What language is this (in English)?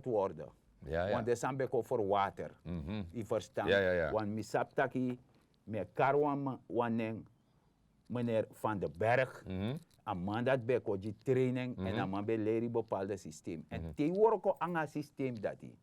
Sranan Tongo